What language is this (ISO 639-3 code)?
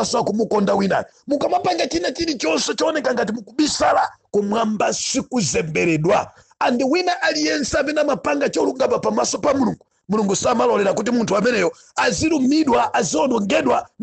nya